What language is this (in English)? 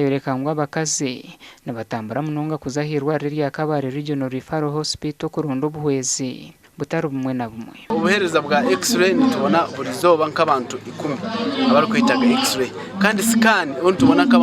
Nyankole